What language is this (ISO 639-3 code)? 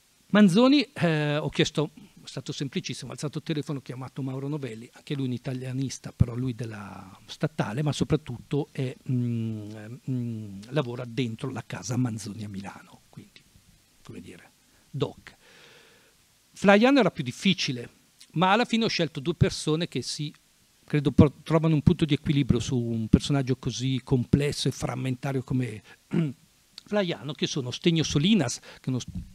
ita